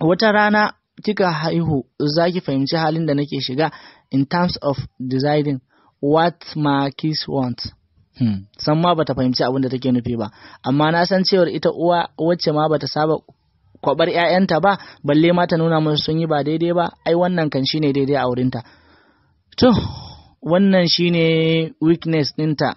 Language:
Hausa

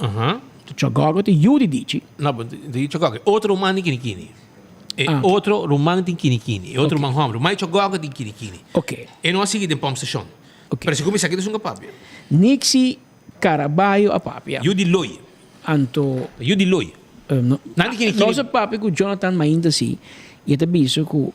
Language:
Papiamento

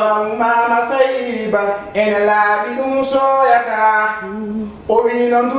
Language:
Fula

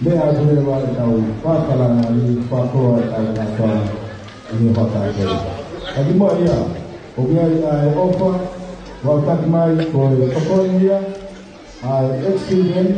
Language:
Tongan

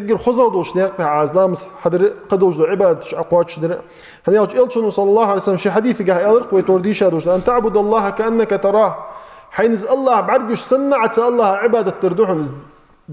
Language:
Ingush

